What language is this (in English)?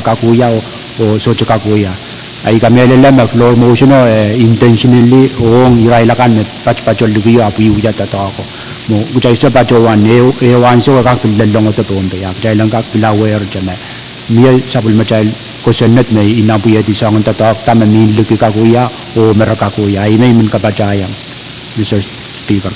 Pohnpeian